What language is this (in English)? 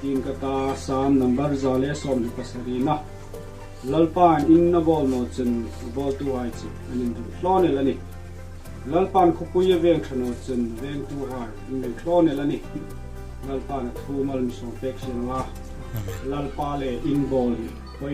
Hmar